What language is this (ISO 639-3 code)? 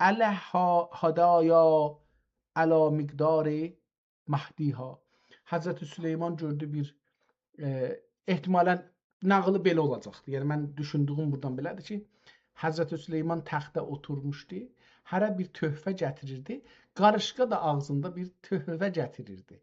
azb